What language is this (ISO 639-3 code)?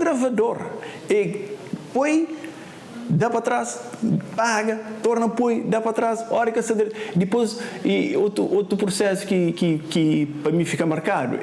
kea